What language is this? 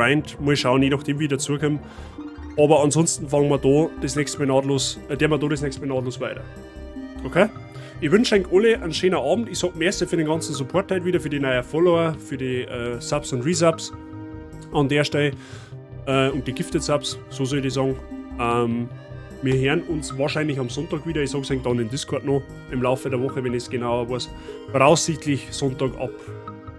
Bavarian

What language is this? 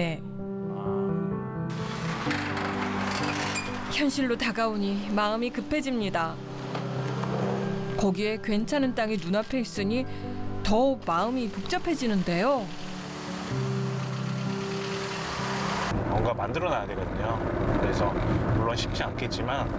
Korean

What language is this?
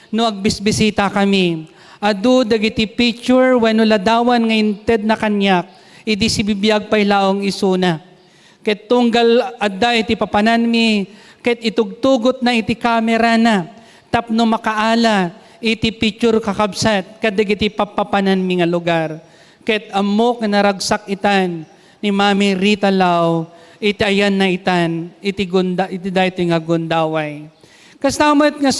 Iloko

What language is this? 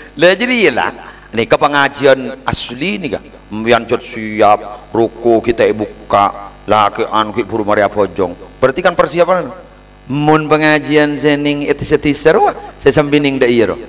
Madurese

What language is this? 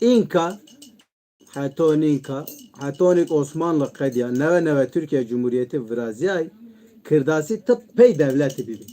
Zaza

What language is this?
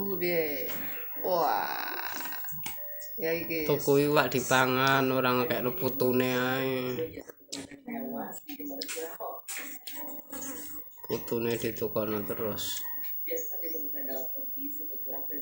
Javanese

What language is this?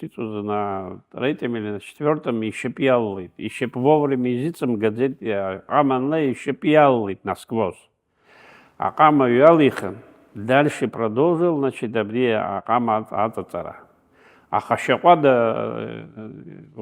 Abkhazian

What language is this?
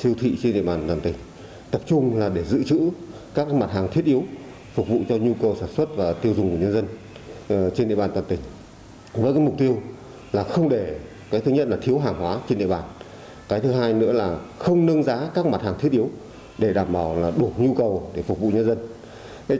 Vietnamese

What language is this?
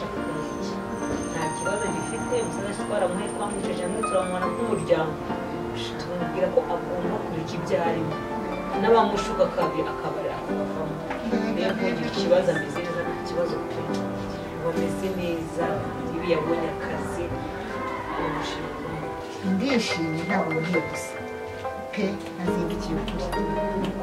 Kinyarwanda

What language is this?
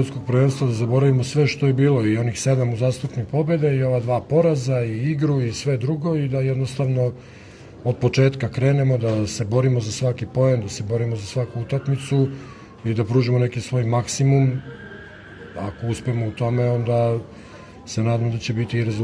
Serbian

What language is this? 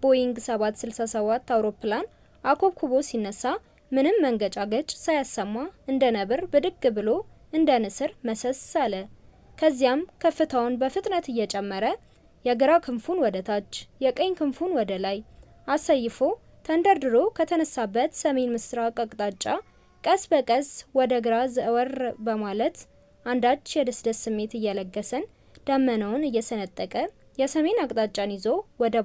Amharic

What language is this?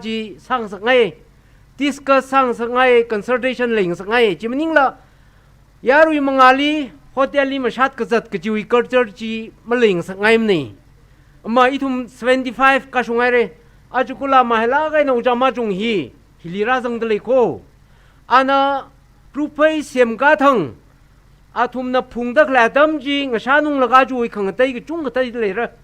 Tangkhul Naga (India)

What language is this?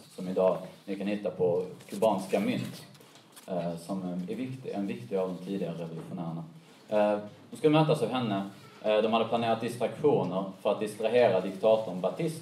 Swedish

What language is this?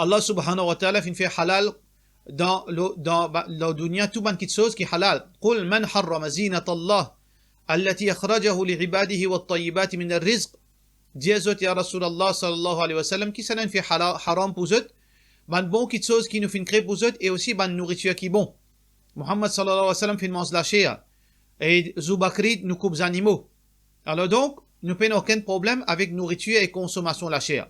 Morisyen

